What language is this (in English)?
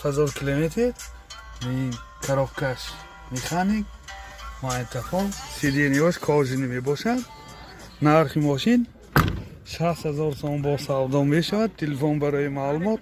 Tajik